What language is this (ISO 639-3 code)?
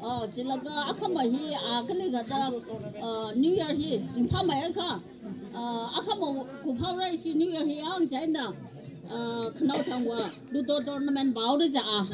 nmf